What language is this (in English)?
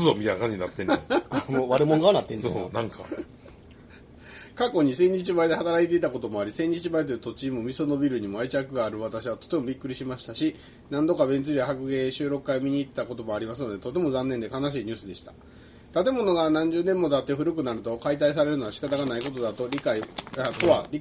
Japanese